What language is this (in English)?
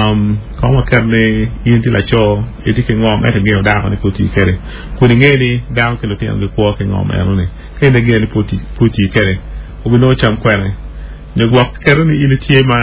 Acoli